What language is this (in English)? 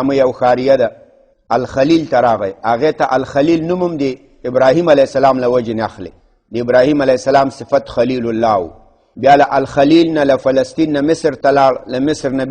Pashto